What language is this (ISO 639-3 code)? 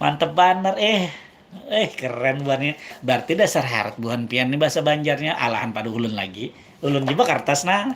bjn